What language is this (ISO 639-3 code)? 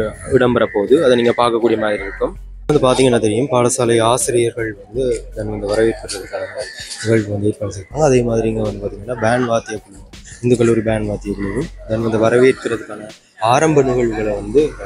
tam